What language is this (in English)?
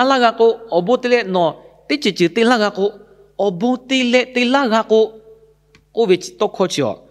Lahu